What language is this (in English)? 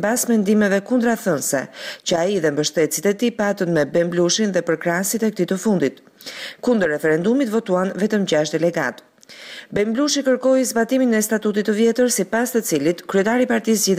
Albanian